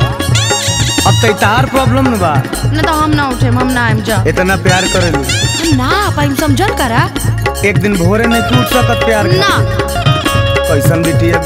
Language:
Bhojpuri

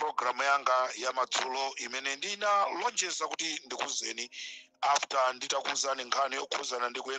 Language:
Nyanja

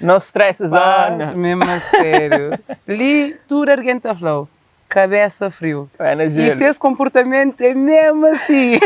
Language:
Kabuverdianu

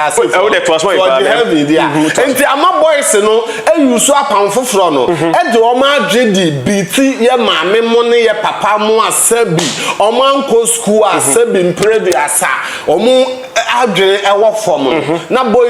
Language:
Akan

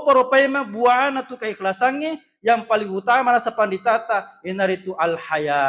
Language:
Buginese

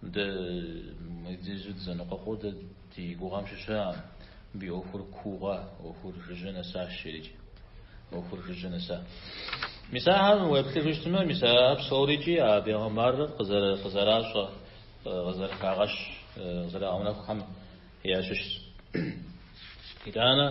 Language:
Kabardian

